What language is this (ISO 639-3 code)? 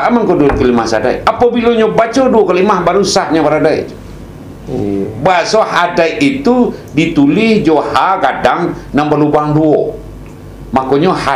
min